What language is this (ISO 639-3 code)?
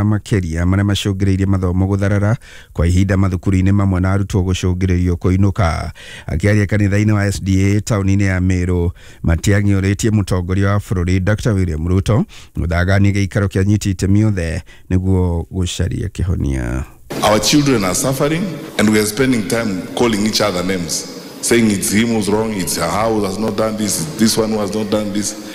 kik